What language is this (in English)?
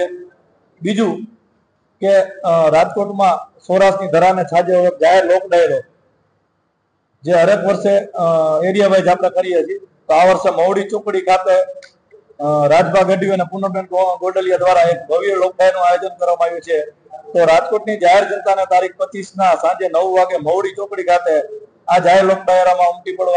Gujarati